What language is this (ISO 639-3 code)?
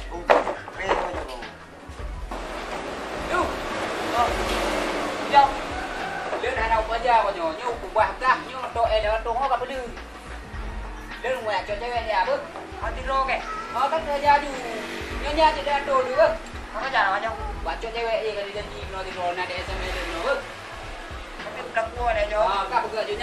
msa